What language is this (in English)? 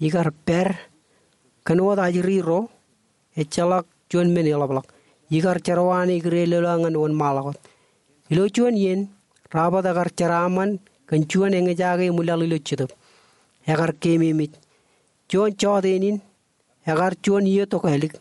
Marshallese